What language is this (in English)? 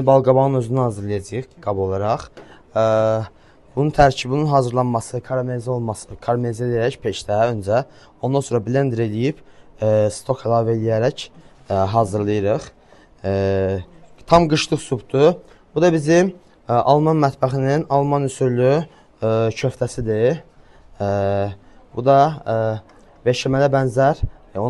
Azerbaijani